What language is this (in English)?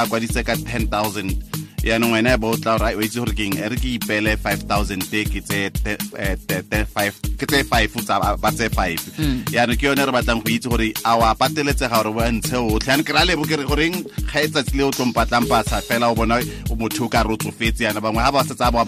Tswana